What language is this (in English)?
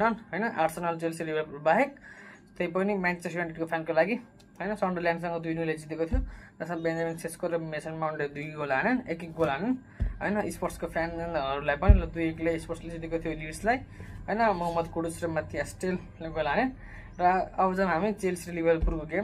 Nepali